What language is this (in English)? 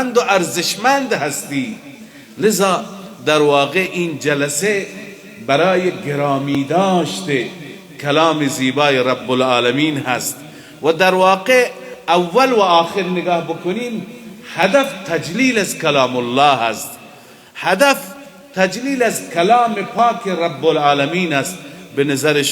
Persian